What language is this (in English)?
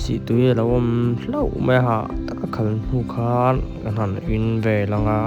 Mizo